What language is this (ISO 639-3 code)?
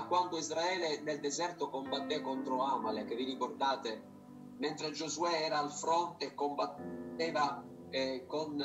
ita